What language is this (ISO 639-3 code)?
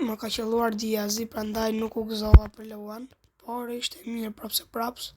sqi